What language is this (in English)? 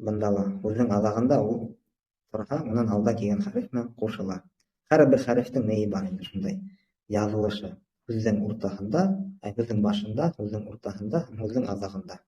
Bashkir